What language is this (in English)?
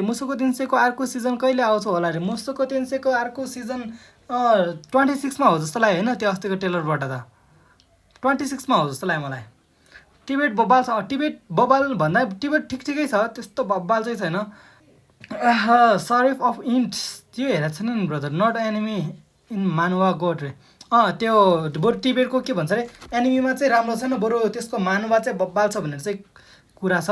Nepali